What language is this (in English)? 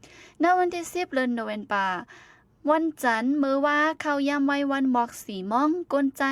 Shan